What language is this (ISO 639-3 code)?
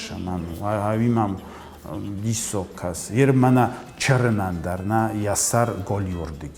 oss